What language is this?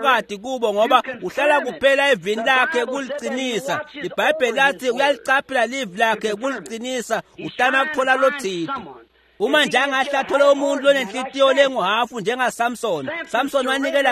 Swati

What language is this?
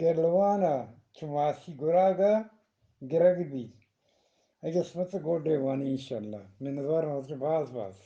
Eastern Balochi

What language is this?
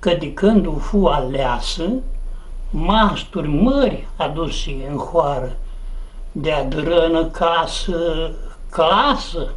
Aromanian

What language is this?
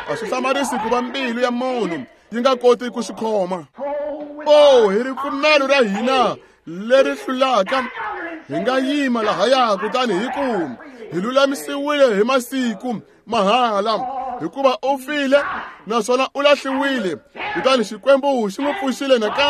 Tsonga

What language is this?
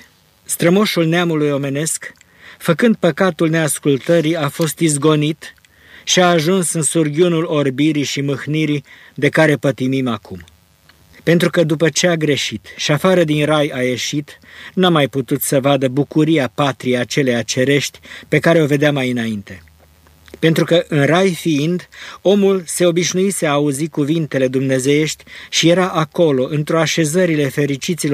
Romanian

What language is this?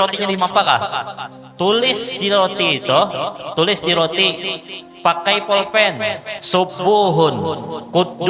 Banjar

